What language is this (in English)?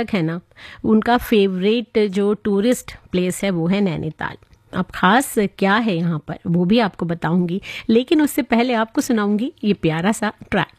Hindi